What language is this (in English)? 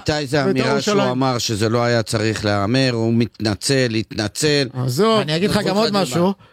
Hebrew